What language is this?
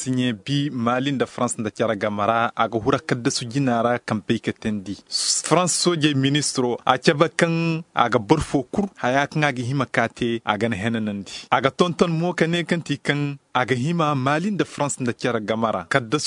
Zarma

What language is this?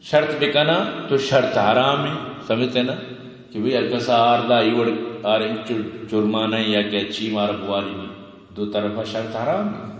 Eastern Balochi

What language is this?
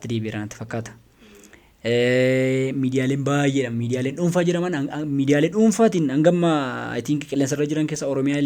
Oromo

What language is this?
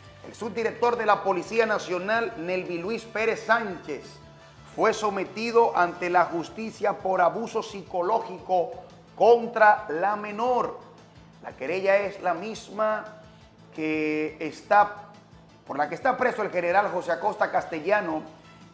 Spanish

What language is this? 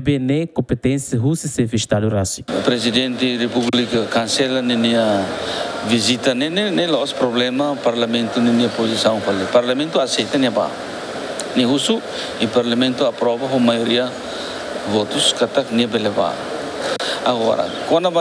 Tetum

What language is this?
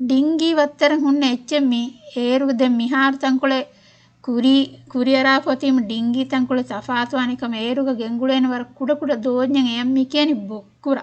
Divehi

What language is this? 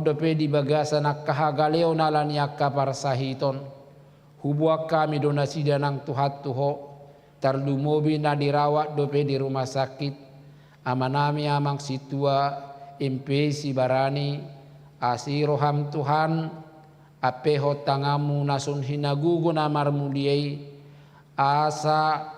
Batak Toba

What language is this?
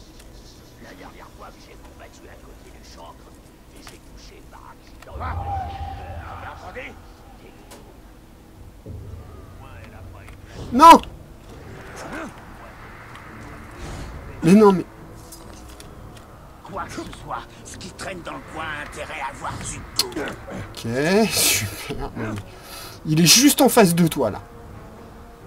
French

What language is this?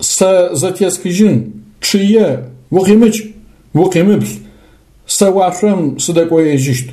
Adyghe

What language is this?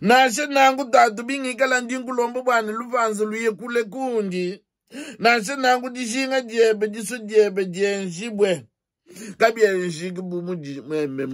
Luba-Lulua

